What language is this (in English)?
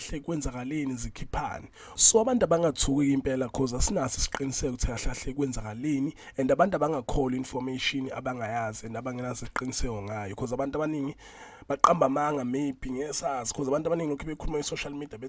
Zulu